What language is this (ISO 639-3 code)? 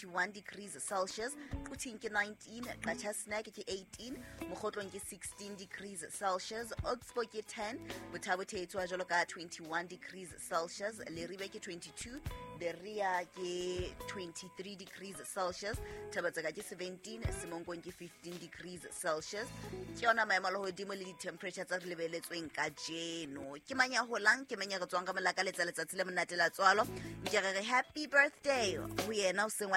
sot